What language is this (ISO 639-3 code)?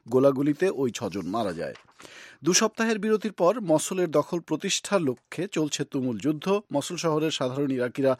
ben